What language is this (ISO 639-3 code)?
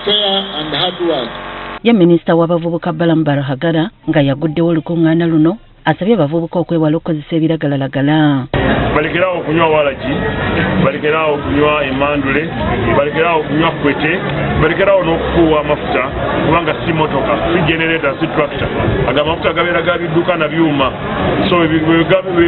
lug